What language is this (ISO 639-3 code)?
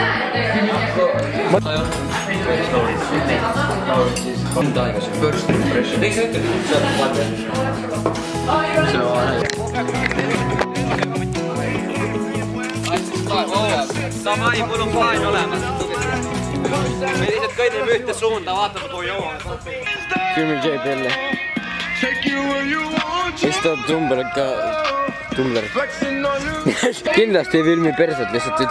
est